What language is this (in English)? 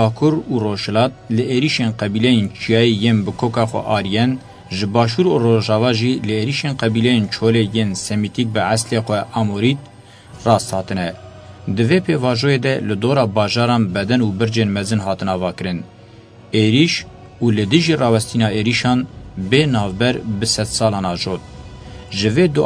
Kurdish